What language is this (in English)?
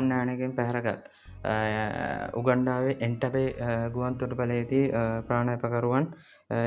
Sinhala